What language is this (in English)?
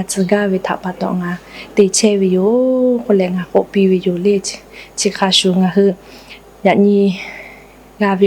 Lahu